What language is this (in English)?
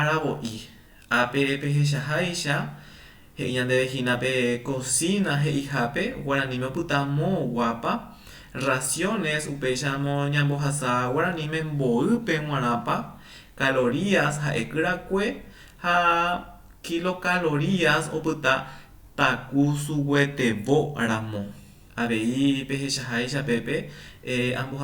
Guarani